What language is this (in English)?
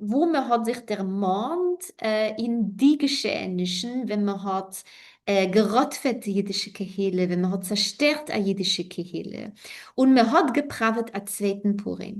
Yiddish